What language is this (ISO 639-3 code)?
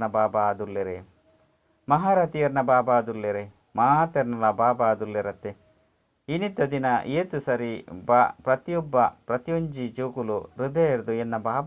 tcy